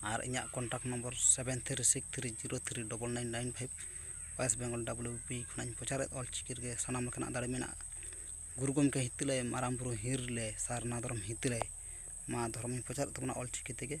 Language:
Santali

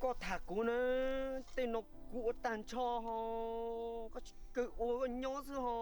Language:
Hmong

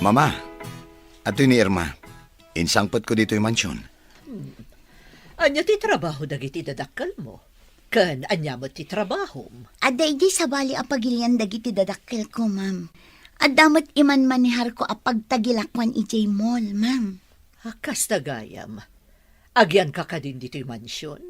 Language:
Iloko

